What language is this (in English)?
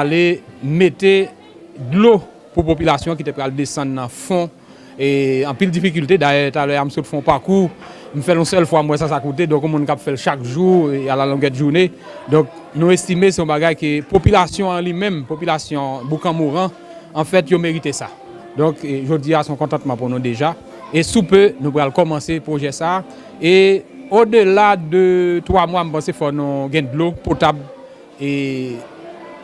Haitian Creole